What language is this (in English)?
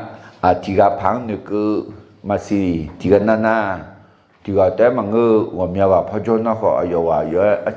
Akha